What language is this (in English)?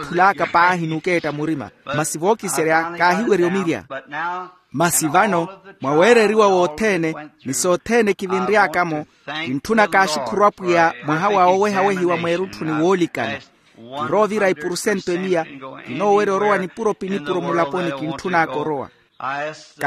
Makhuwa